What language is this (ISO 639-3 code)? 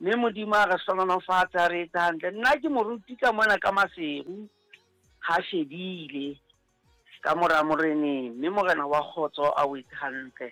sot